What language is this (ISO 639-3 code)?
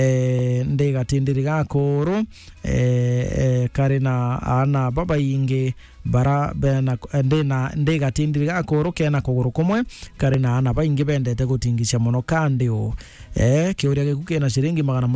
mer